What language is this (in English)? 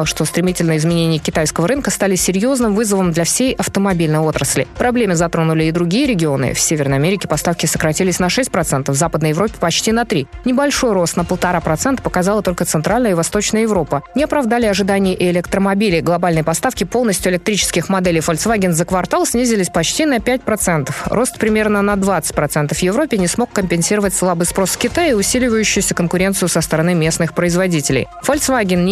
Russian